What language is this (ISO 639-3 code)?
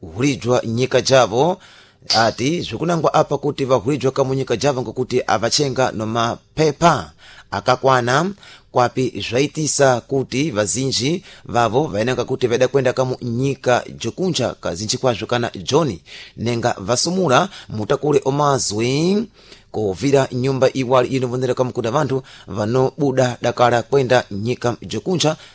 seh